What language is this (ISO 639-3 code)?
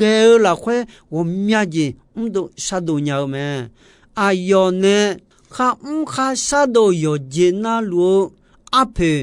ahk